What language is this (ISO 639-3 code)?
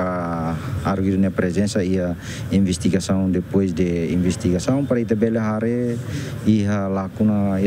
tet